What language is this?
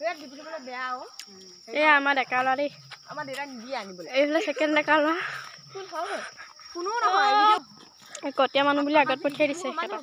Assamese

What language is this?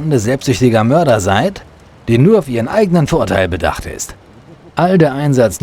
Bavarian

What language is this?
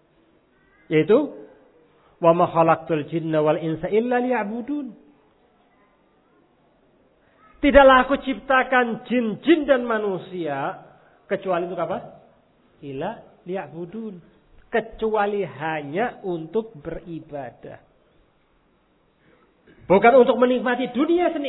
Indonesian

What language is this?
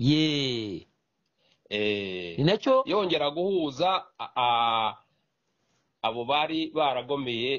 Kinyarwanda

